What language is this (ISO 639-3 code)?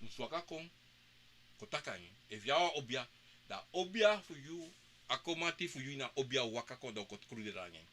srn